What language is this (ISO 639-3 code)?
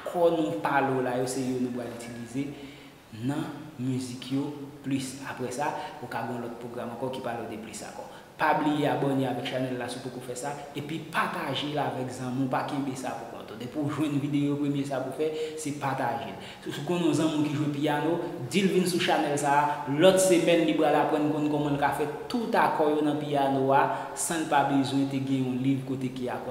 hat